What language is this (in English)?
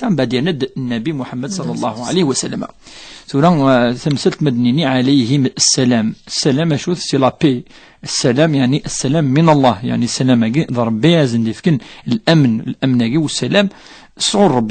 Kabyle